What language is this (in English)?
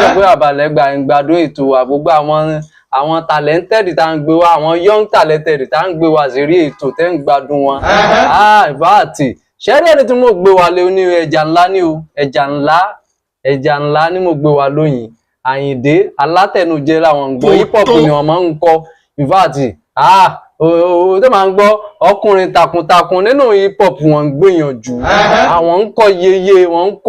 Yoruba